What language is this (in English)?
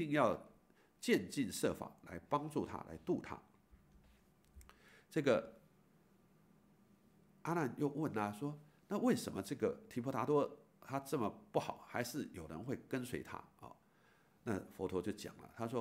Chinese